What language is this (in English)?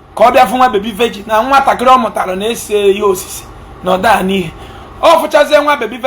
Igbo